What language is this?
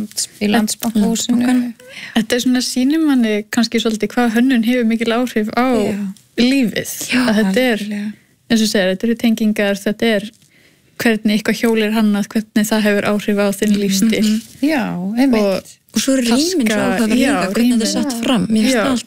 Icelandic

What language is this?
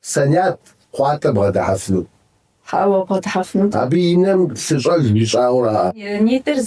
Kabardian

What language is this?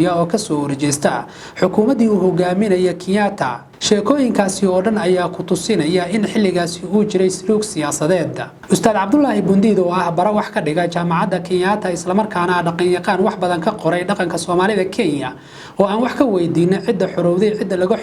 Somali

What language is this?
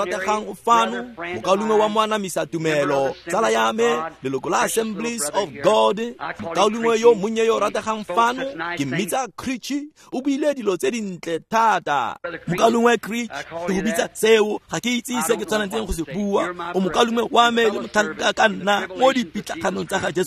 Tswana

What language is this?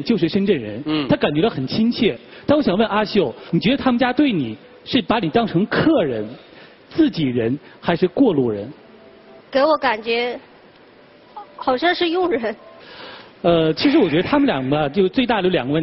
Chinese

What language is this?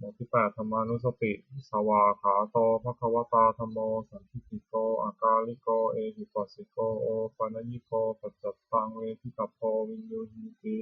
Pali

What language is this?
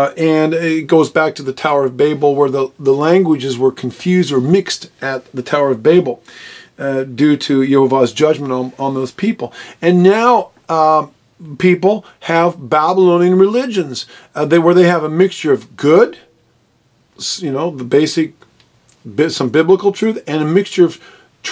English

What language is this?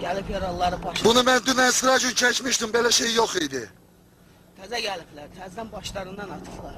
Azerbaijani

